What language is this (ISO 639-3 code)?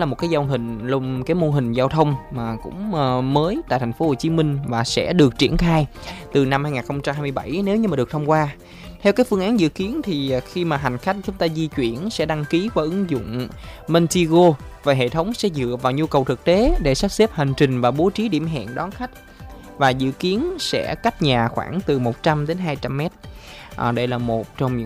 vie